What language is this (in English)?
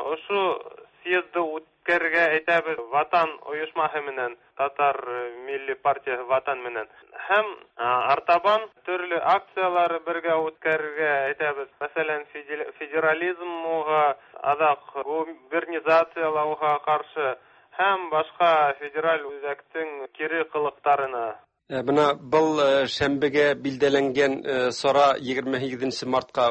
Tatar